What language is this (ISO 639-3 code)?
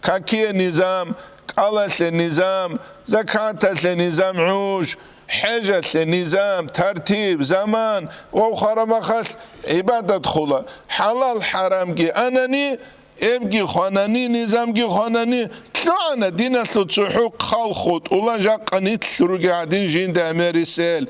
ava